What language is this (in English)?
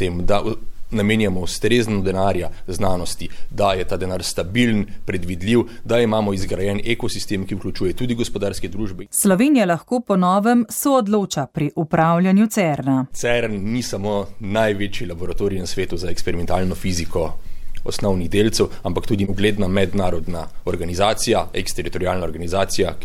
Slovenian